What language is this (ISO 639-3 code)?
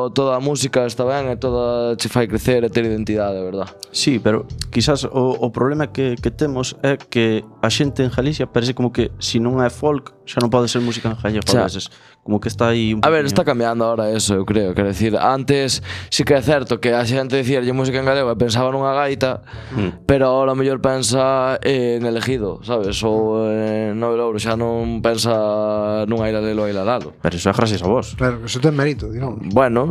glg